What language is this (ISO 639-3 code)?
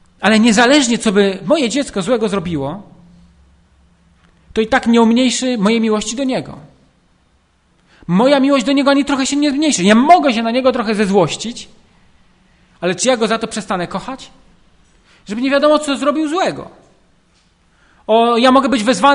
pol